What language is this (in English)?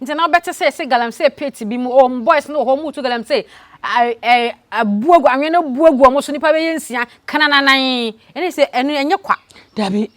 Akan